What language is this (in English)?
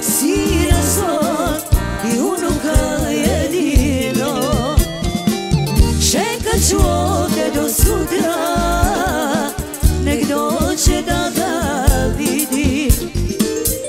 Croatian